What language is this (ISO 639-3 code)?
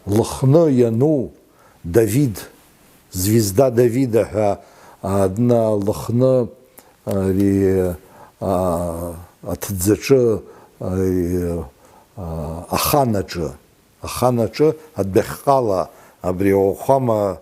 abk